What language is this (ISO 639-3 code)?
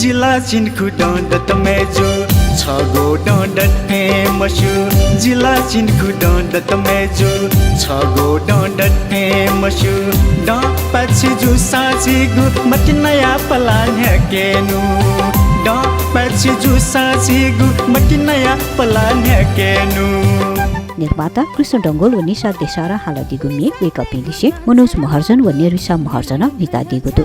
new